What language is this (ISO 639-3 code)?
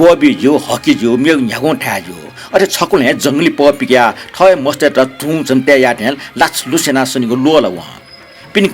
new